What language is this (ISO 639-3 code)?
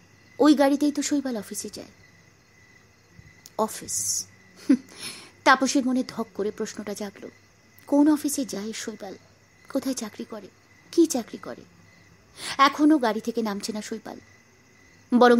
ben